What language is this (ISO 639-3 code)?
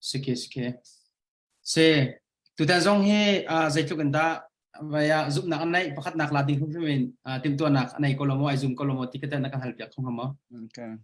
cnh